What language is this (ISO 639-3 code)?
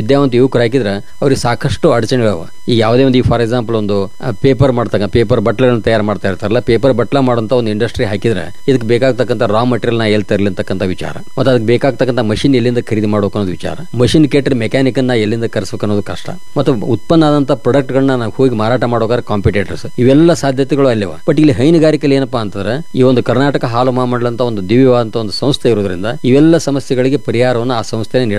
kan